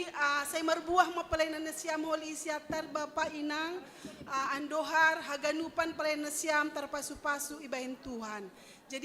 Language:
Batak Simalungun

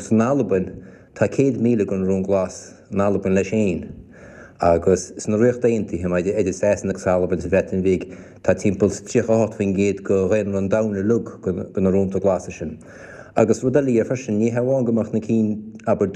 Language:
Irish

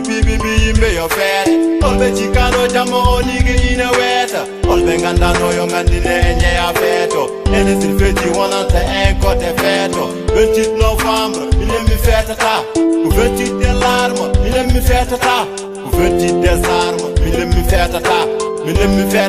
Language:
Fula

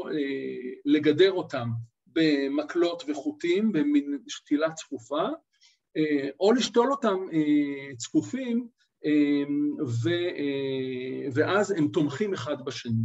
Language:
Hebrew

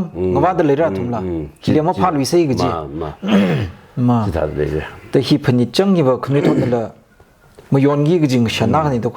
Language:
Tangkhul Naga (India)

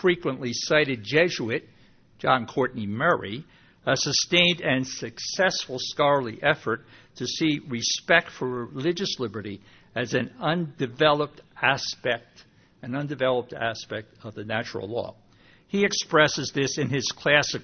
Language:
English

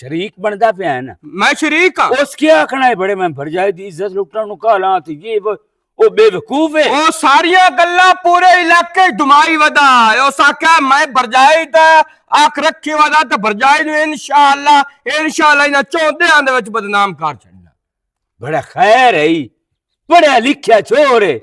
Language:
Western Panjabi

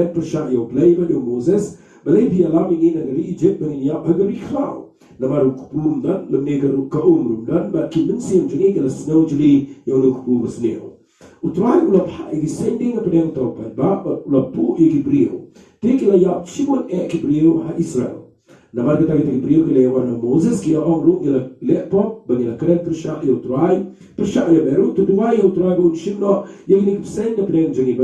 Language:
Khasi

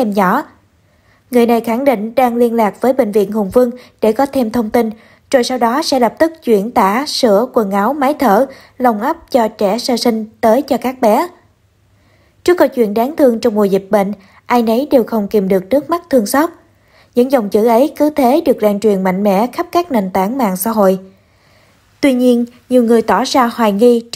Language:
Vietnamese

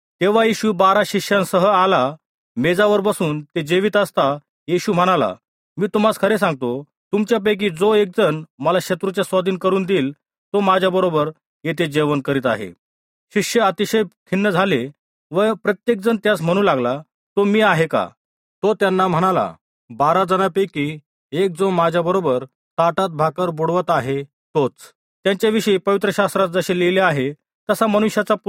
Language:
Marathi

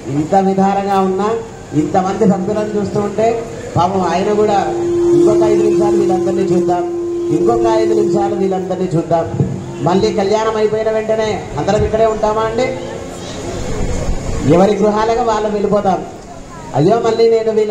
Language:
Telugu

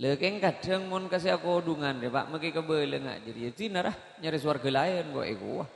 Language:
Madurese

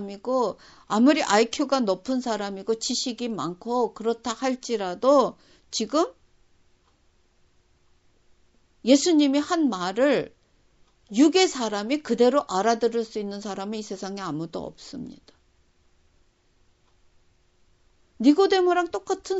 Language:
Korean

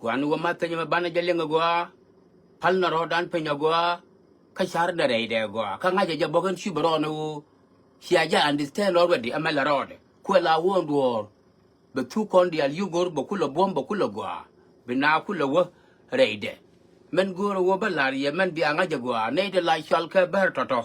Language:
Nuer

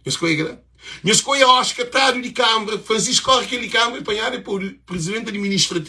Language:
Kabuverdianu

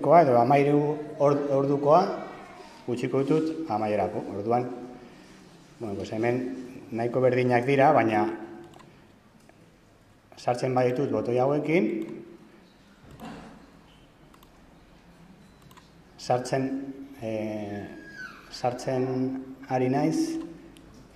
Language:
Basque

